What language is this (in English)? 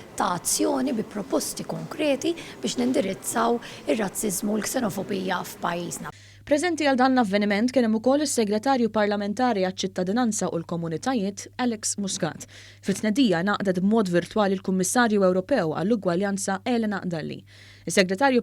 Maltese